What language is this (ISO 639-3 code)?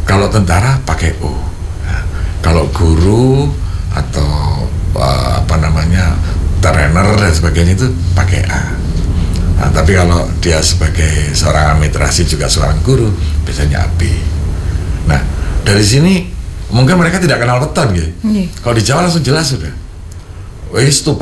ind